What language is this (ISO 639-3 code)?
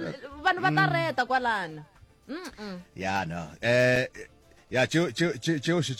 nso